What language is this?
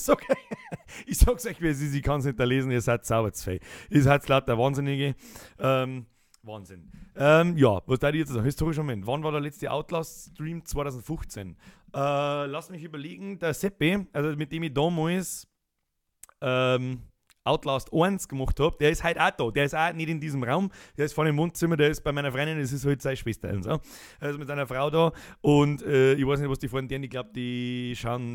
Bavarian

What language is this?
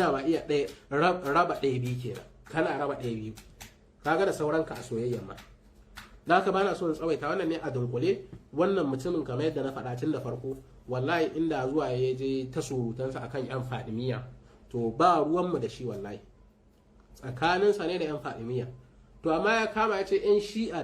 Hausa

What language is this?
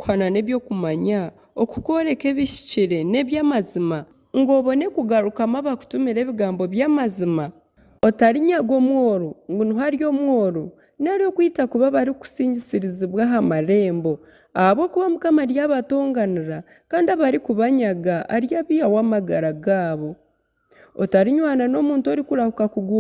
Nyankole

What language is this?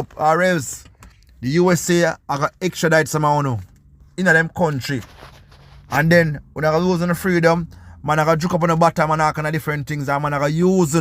Jamaican Creole English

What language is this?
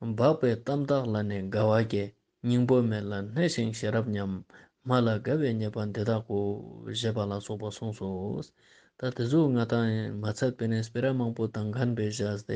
Ladakhi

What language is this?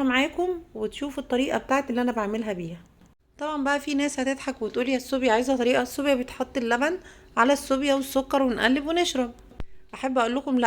Egyptian Arabic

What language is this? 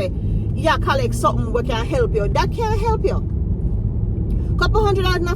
Jamaican Creole English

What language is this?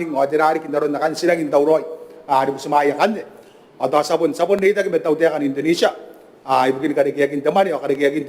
Gilbertese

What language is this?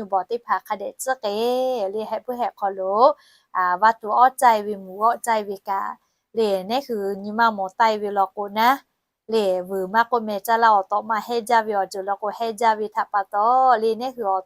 Lahu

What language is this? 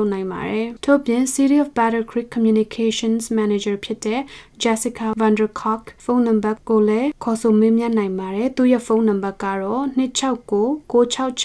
Burmese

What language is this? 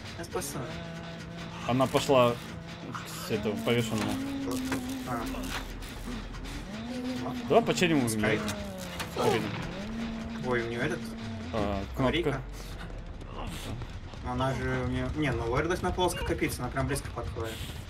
Russian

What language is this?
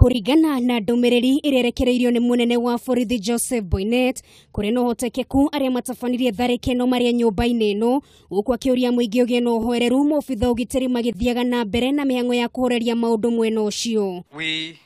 Kikuyu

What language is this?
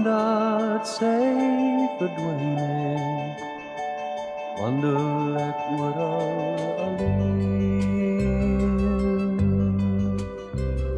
Afrikaans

